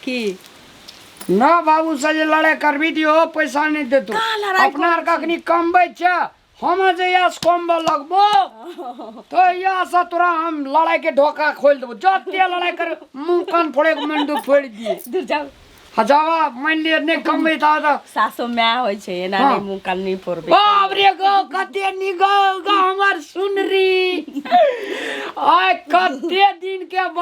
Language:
Maithili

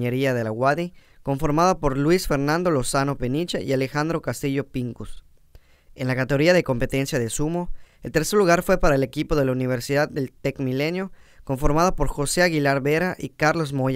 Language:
Spanish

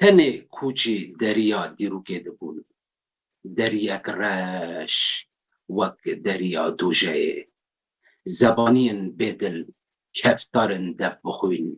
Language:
Kurdish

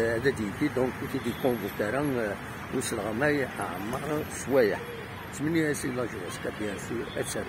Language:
Kabyle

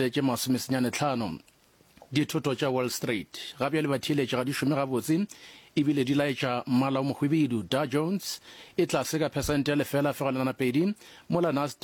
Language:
Northern Sotho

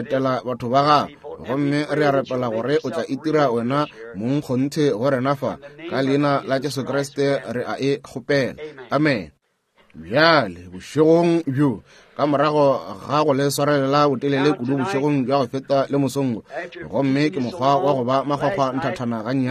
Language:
Northern Sotho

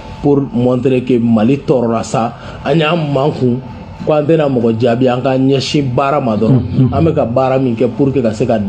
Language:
Bambara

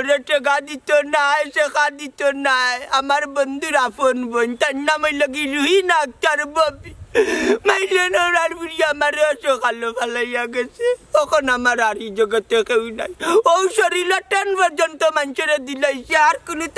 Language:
Sylheti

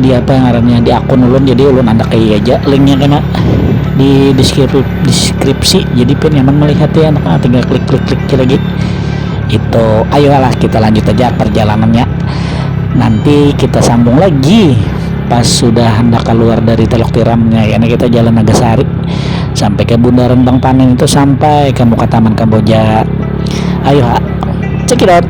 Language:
Banjar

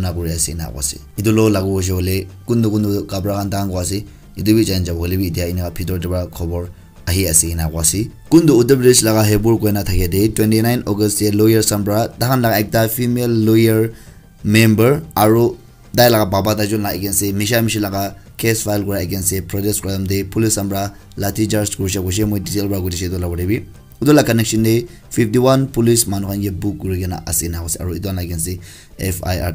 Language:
Naga Pidgin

